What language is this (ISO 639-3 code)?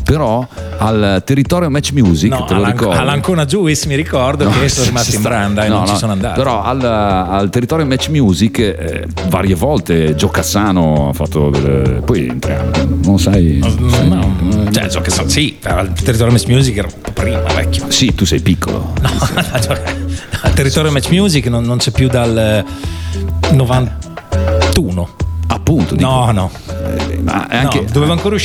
ita